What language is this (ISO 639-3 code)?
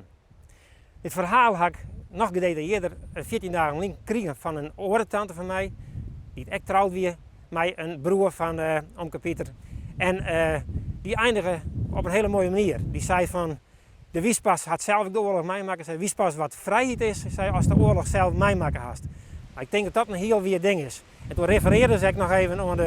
fry